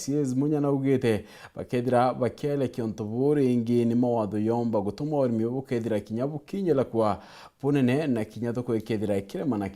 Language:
Meru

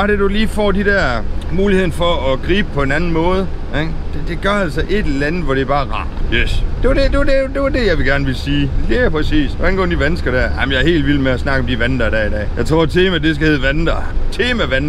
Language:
Danish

